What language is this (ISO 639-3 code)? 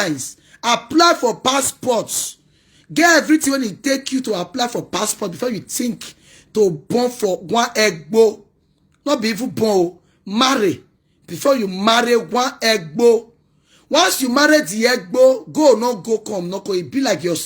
pcm